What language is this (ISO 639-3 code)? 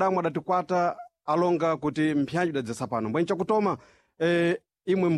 seh